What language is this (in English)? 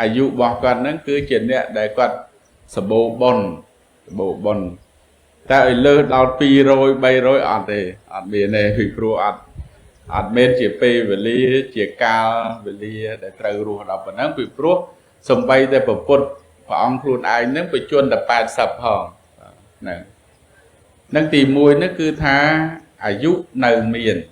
Khmer